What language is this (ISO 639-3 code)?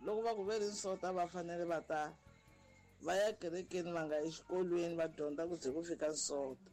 tso